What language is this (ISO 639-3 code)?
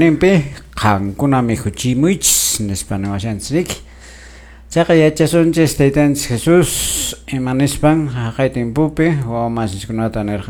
que